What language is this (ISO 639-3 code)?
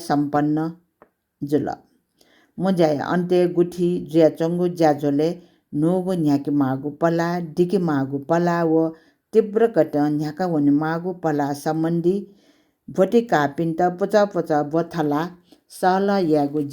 new